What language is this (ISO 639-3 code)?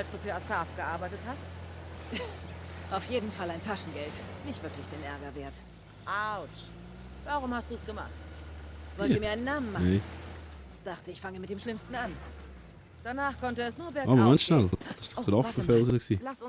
gsw